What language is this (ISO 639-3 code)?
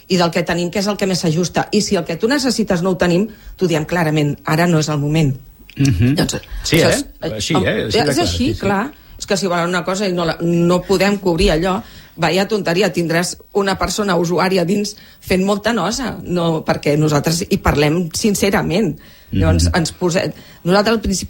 cat